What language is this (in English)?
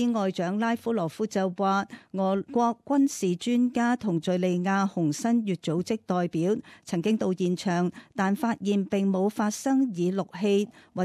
Cantonese